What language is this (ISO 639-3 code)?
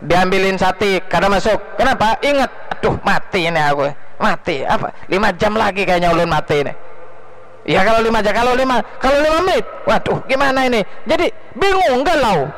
bjn